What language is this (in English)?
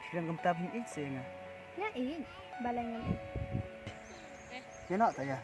Khasi